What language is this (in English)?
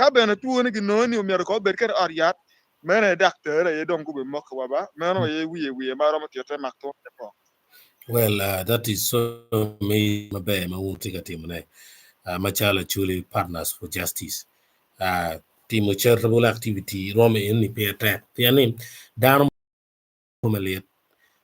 Acoli